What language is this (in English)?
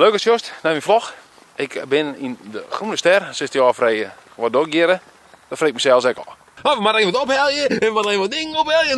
Western Frisian